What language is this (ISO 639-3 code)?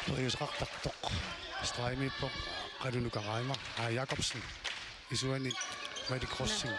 kal